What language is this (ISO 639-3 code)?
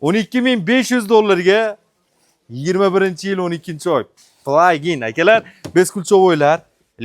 uzb